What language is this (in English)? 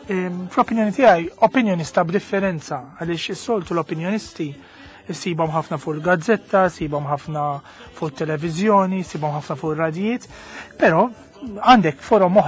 Maltese